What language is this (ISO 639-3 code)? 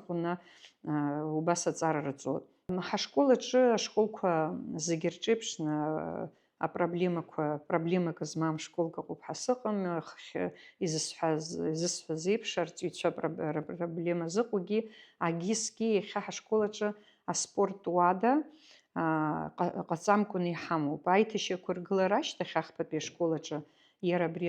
abk